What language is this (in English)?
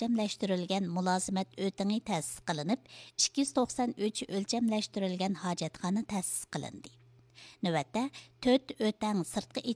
Uyghur